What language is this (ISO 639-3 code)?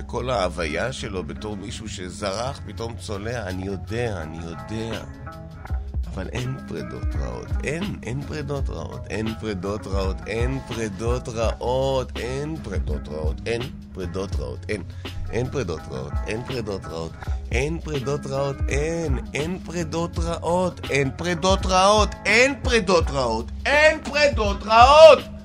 heb